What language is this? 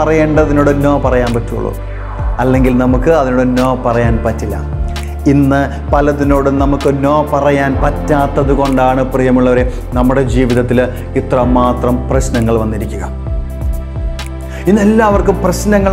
Malayalam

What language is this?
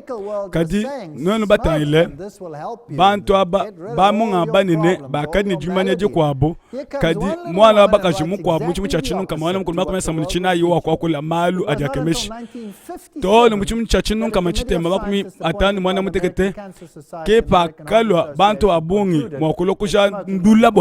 Luba-Lulua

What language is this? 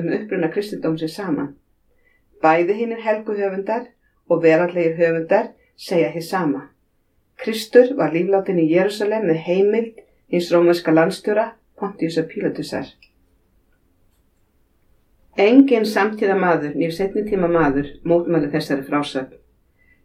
Icelandic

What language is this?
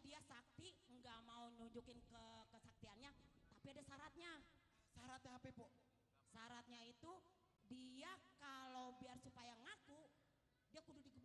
Betawi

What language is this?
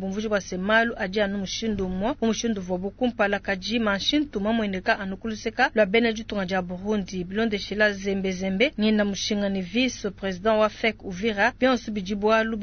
Luba-Lulua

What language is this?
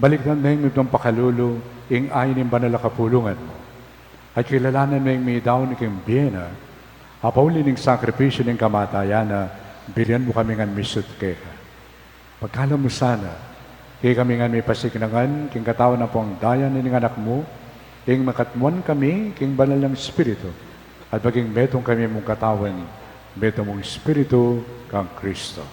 Pampanga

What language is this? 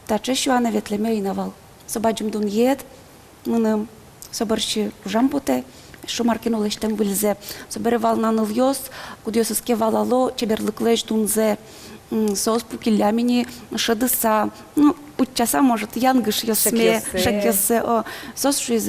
Udmurt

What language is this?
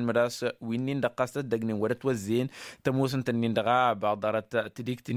Tamasheq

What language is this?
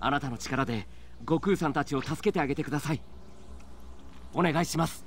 Swiss German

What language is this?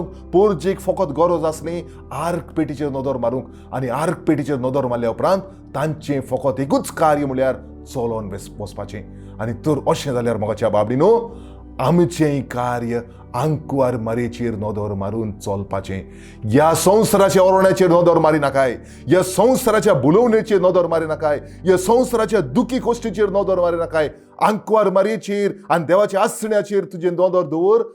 Konkani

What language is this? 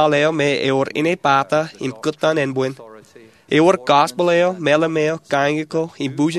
Marshallese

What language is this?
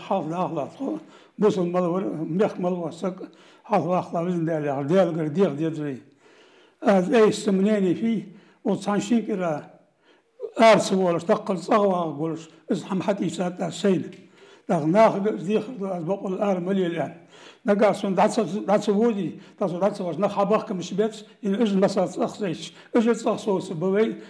Ingush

